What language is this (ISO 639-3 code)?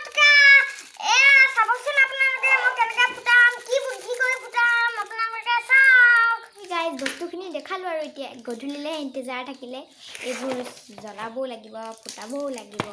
asm